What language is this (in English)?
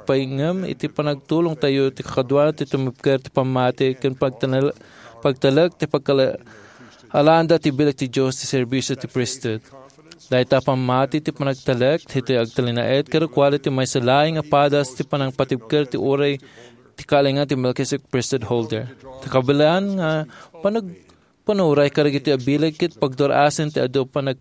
Iloko